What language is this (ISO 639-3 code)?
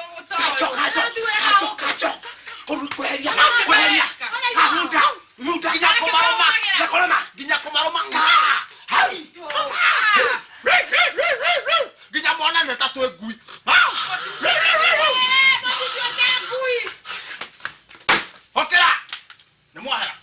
kik